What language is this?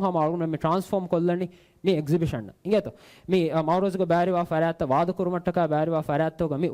Divehi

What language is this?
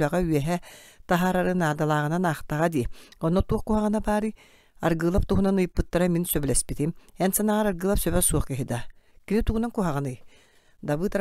Yakut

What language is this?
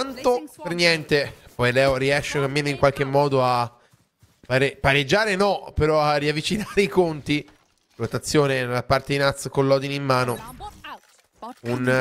Italian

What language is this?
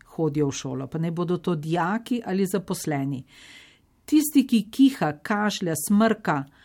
Slovenian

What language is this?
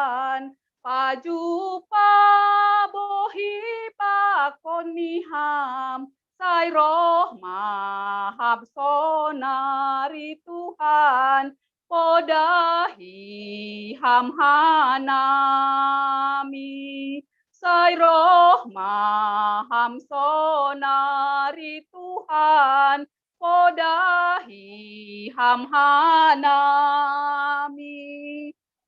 Batak Simalungun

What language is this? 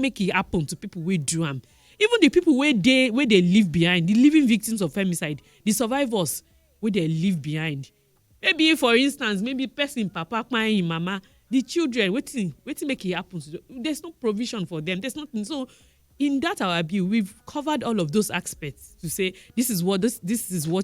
Nigerian Pidgin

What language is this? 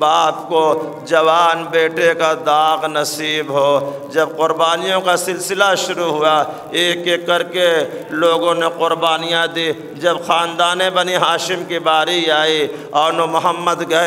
Urdu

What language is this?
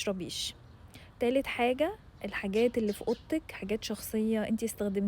Egyptian Arabic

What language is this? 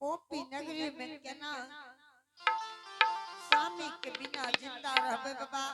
Angika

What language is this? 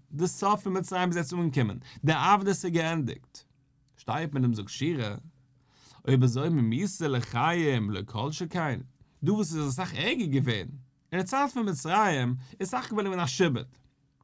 Yiddish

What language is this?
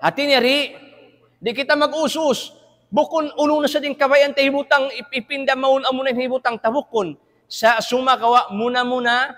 Tausug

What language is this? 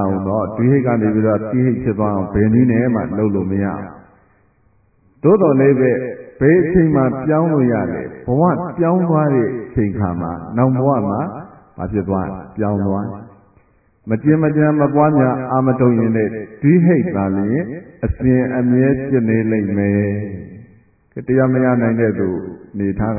Burmese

